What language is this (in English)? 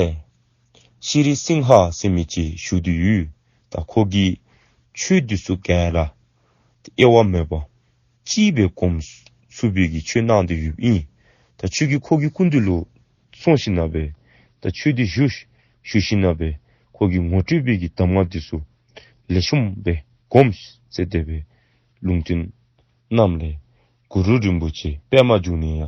Dzongkha